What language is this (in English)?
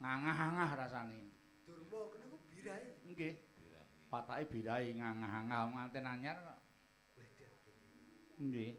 Javanese